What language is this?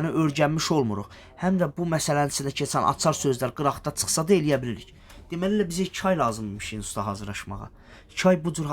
Azerbaijani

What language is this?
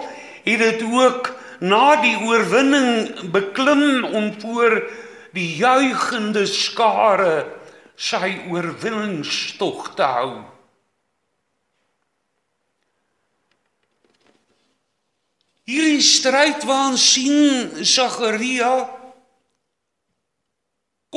Afrikaans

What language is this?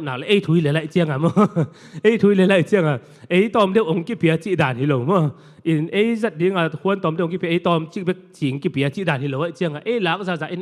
Tedim Chin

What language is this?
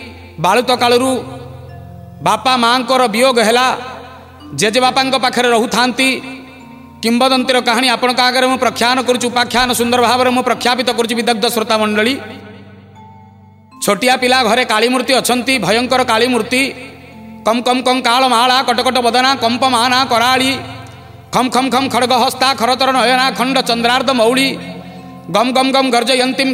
Odia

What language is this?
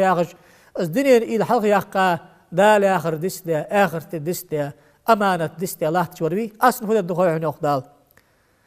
Ingush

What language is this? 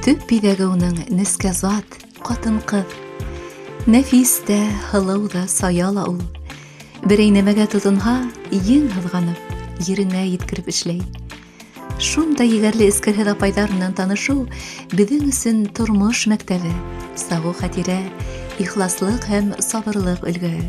Bashkir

